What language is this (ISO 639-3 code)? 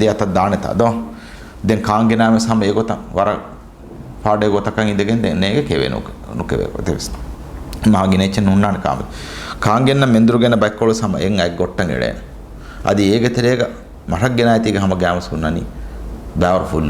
div